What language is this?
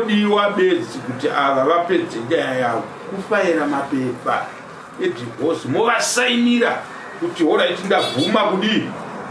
Shona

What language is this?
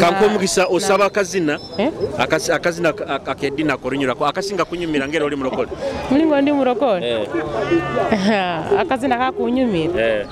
Nyoro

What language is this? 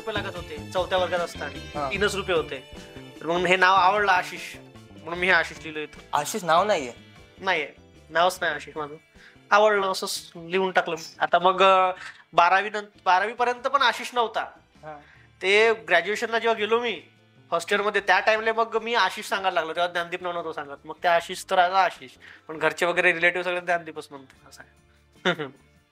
Marathi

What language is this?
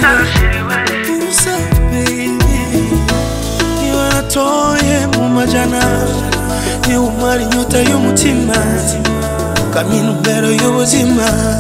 Kinyarwanda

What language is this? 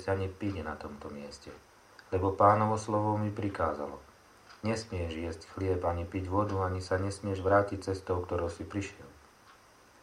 Slovak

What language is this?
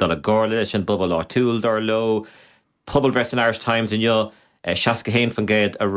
Irish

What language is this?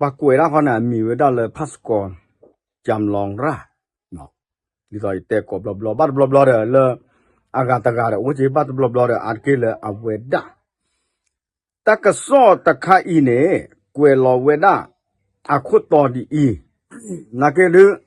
S'gaw Karen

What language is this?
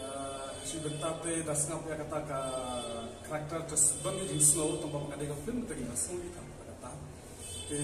Khasi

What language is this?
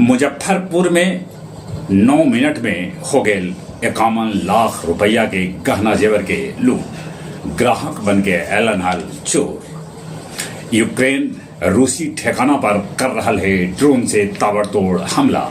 Magahi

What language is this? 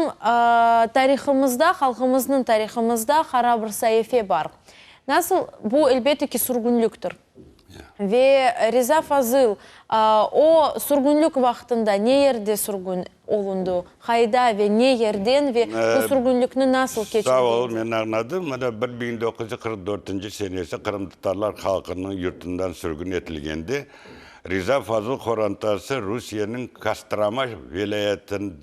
Crimean Tatar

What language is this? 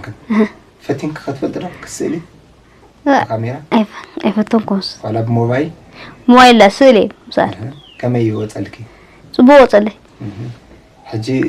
Tigrinya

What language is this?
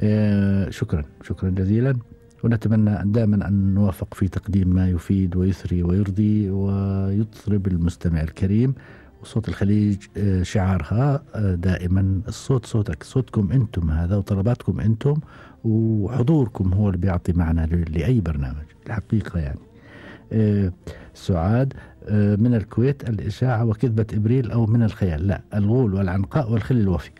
Gulf Arabic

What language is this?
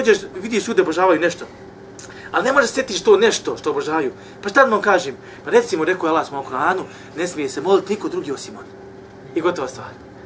Bosnian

